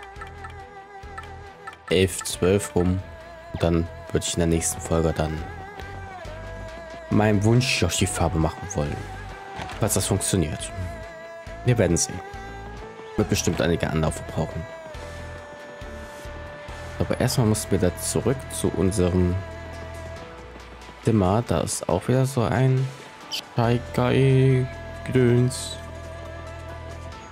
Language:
German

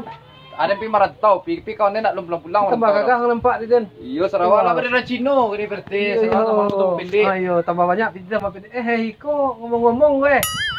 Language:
Minangkabau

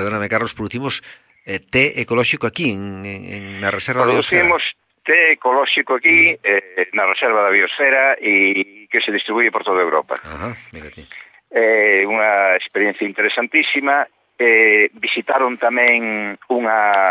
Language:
Galician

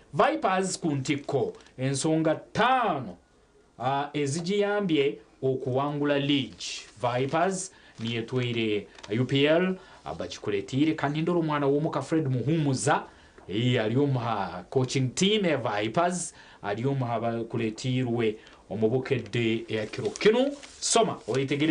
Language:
Nyankole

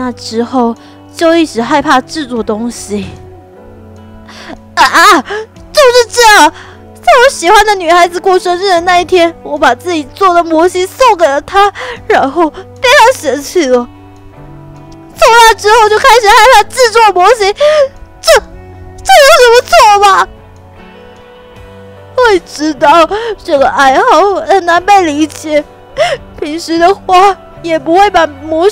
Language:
Chinese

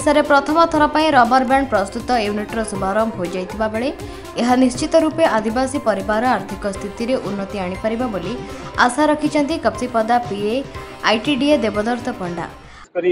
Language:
Odia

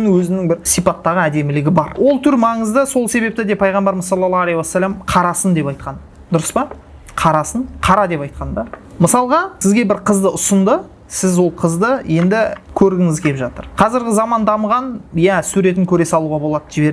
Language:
Kazakh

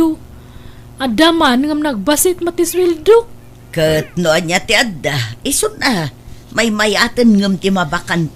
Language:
Iloko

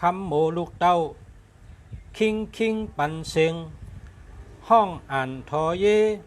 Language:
Shan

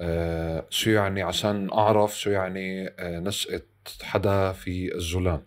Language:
North Levantine Arabic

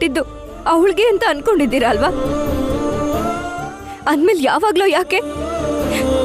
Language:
Kannada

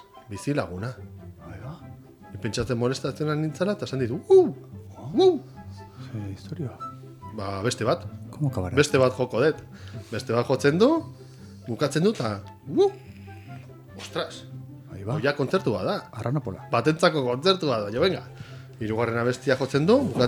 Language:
Basque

